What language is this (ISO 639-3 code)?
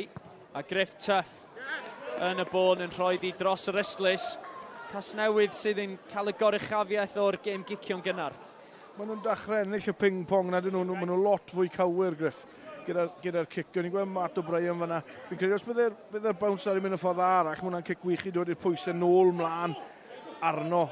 cym